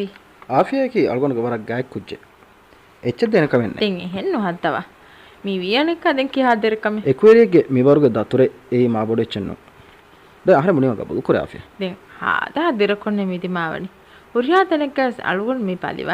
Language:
Divehi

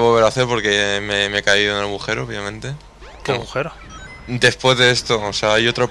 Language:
Spanish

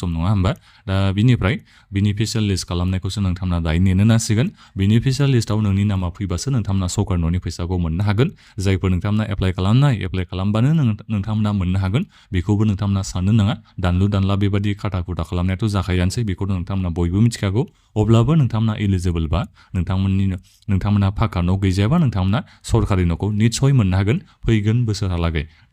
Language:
Bodo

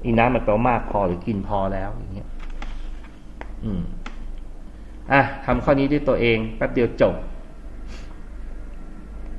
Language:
Thai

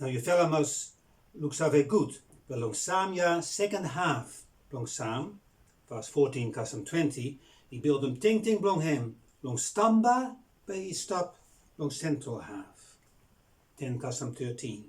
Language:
Bislama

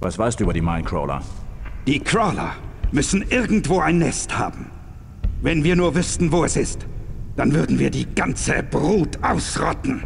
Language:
Bavarian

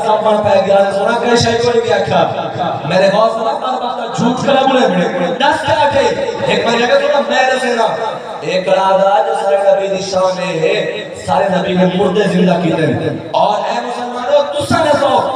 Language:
Saraiki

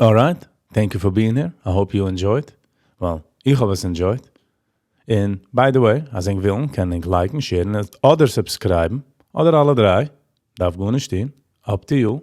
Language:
Yiddish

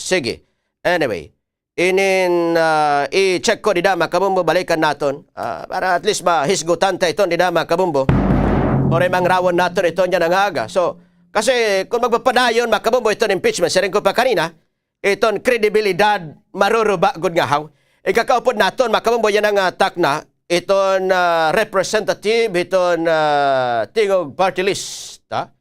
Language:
Waray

